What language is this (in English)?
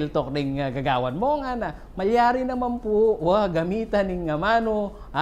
Pampanga